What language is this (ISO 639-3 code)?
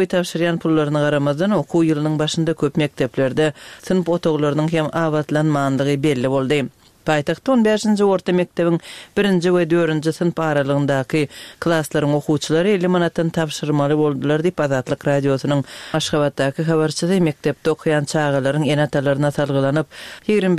tuk